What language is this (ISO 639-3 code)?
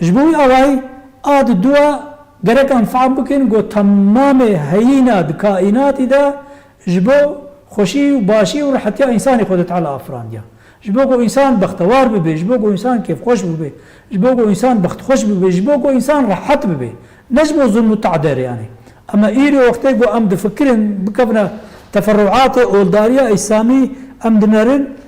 kur